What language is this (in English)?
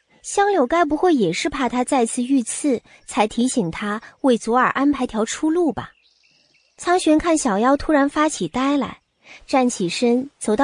Chinese